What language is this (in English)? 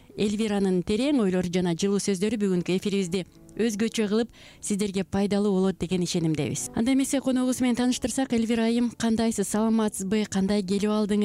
Kyrgyz